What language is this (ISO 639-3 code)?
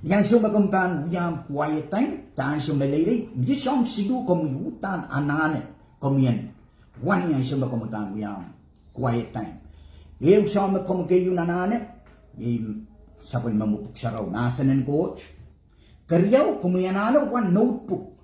pon